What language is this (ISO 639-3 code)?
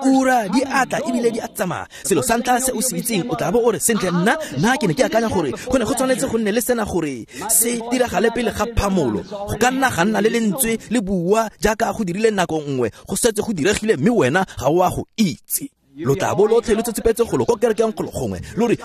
tsn